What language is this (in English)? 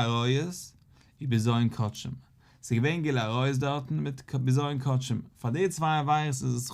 Yiddish